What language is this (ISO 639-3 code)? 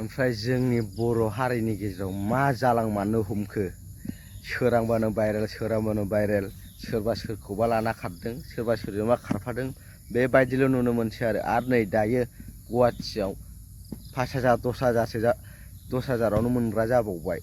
brx